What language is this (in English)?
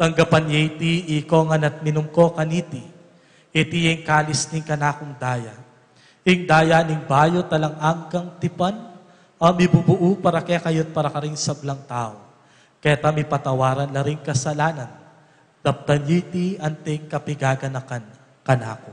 Pampanga